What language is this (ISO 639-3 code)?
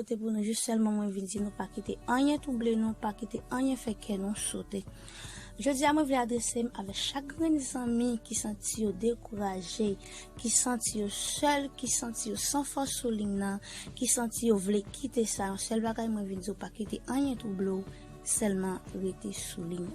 hat